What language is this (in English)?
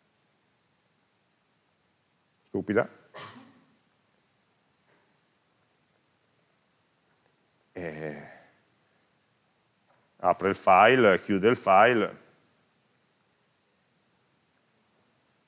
Italian